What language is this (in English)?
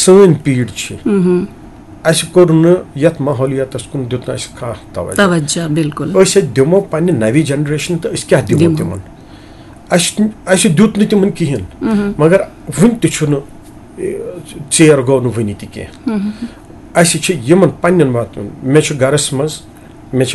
Kashmiri